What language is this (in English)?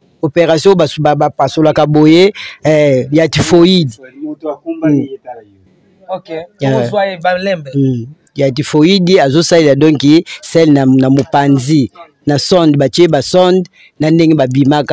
Lingala